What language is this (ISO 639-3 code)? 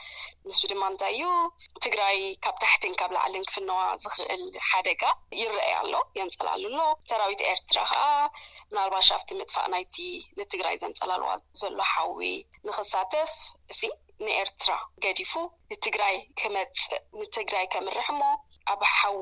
tir